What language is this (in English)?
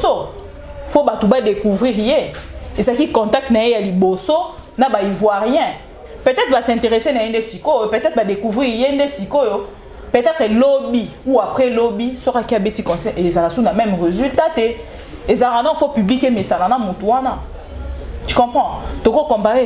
Lingala